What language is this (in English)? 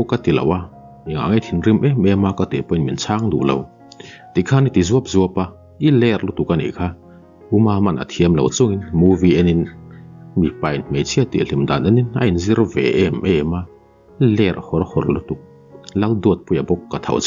Mizo